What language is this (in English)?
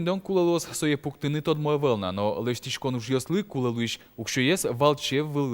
Udmurt